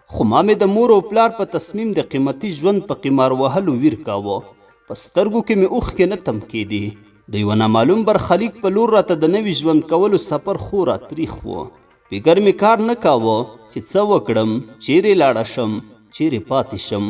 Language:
Pashto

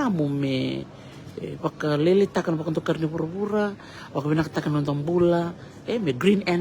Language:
Fijian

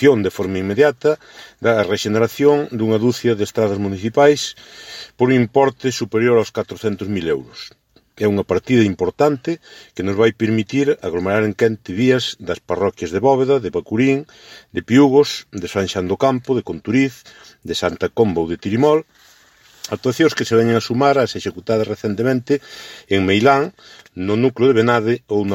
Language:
Galician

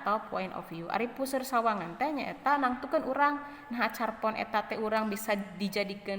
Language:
Sundanese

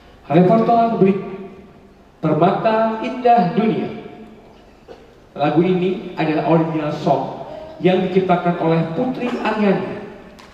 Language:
Indonesian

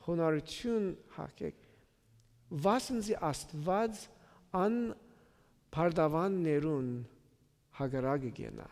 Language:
Western Armenian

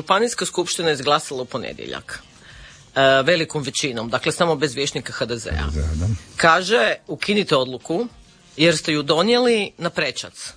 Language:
Croatian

